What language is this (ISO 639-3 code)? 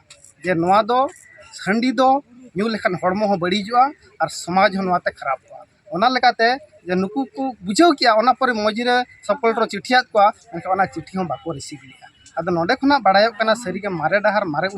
sat